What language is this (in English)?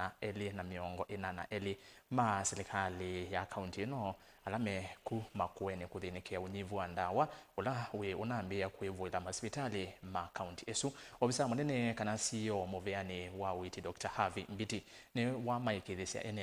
Kamba